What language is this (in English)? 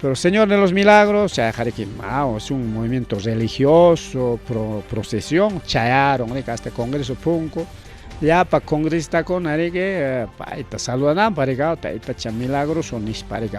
Ayacucho Quechua